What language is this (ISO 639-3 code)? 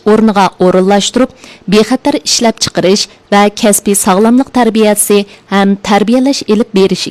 uig